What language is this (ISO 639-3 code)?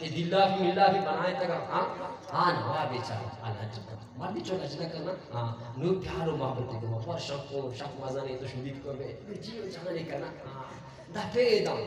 bgp